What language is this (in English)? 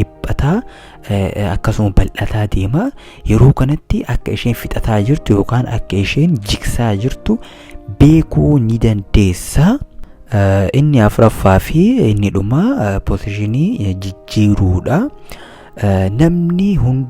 Oromo